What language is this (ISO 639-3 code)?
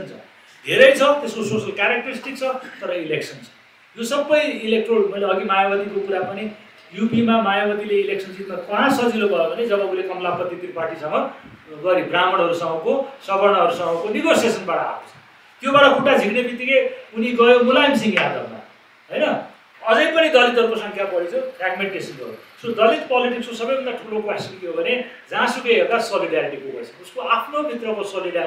nep